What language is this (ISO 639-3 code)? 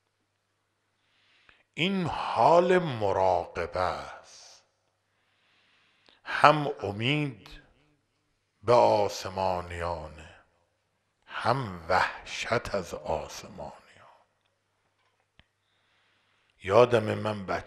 fas